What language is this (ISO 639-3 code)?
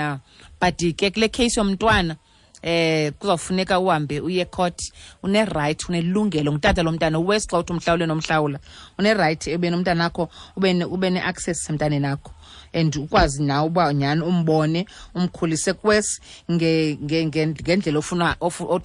xho